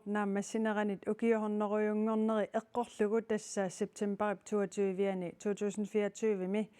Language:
Kalaallisut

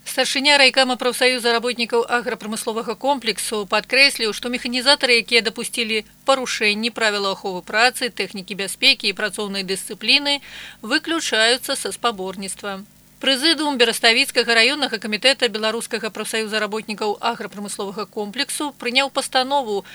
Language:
Belarusian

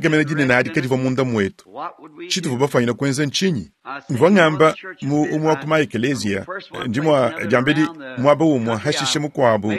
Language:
Luba-Lulua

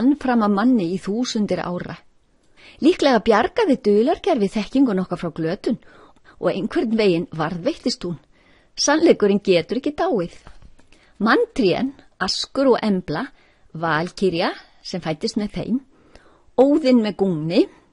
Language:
Icelandic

